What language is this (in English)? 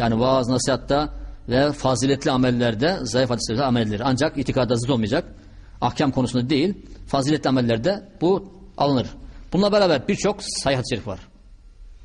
Turkish